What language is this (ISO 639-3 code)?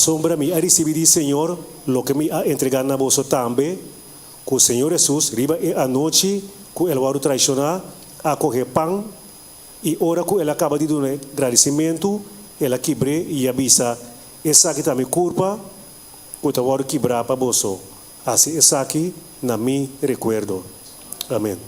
pap